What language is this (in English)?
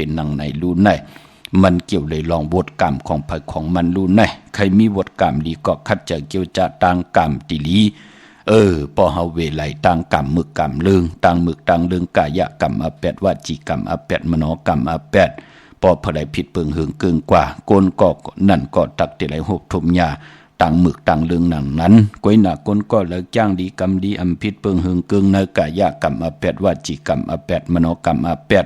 Shan